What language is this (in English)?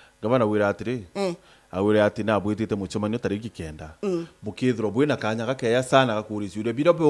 Meru